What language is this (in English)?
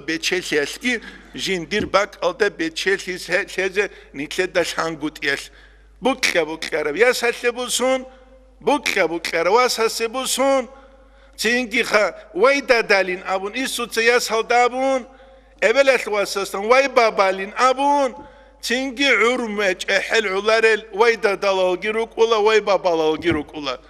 Avaric